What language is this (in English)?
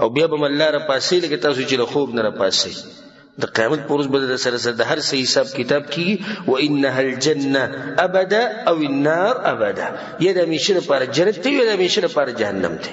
Pashto